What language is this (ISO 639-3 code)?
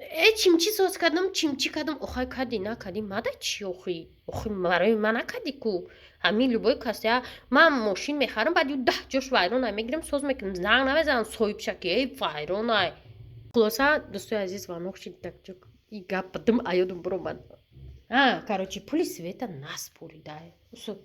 tgk